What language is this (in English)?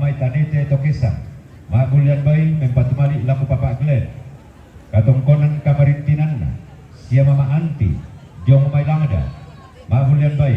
Toraja-Sa'dan